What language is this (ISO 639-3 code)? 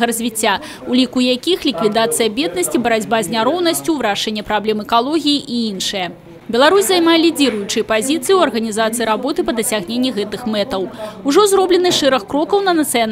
bel